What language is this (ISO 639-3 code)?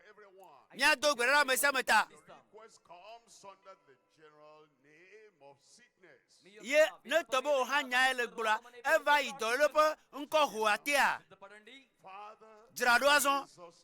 ewe